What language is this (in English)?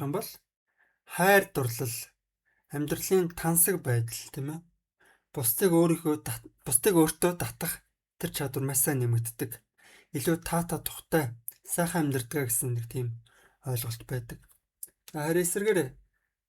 Mongolian